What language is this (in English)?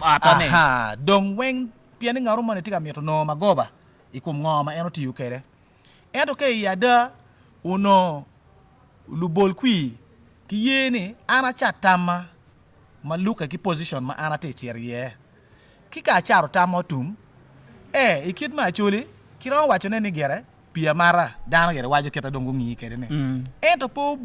Acoli